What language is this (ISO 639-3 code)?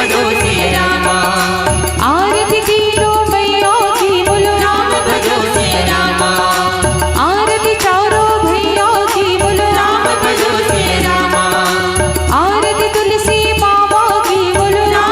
hne